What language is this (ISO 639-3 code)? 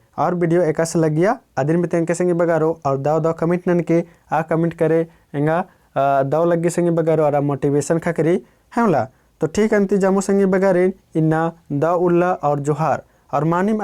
kru